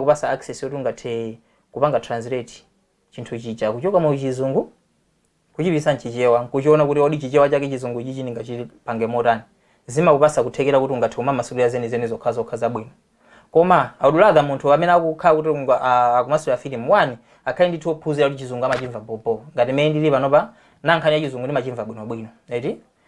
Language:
Nyanja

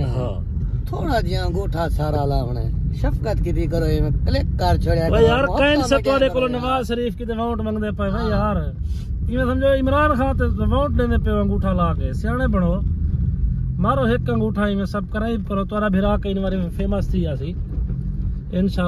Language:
Saraiki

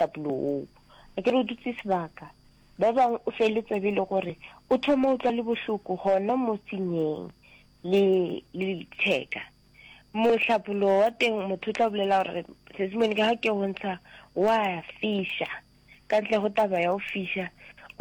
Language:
Northern Sotho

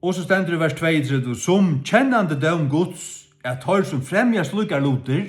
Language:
Faroese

